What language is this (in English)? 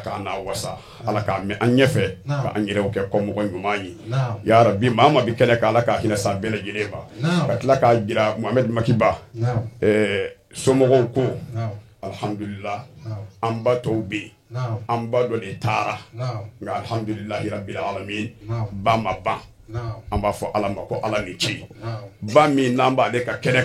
Bambara